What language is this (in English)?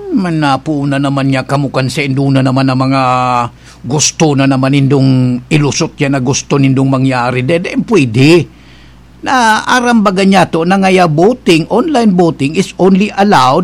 Bikol